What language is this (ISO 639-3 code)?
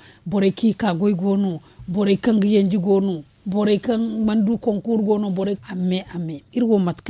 dje